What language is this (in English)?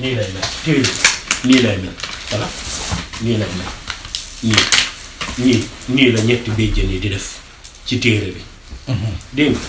Wolof